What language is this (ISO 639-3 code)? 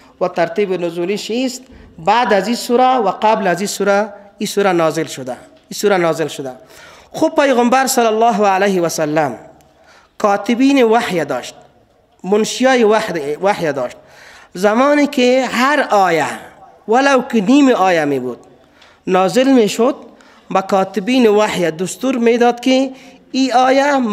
fas